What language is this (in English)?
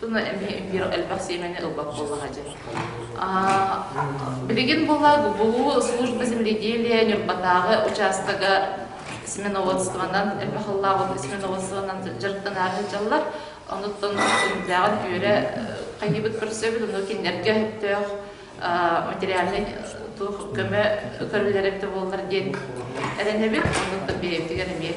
Yakut